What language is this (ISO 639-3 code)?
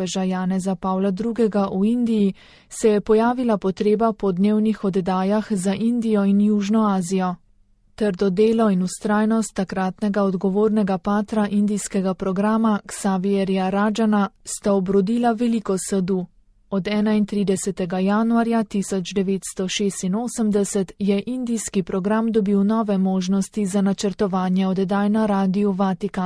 slv